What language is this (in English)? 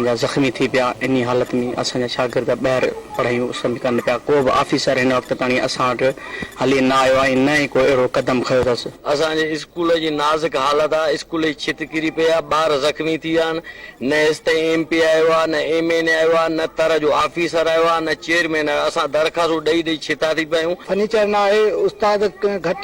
Sindhi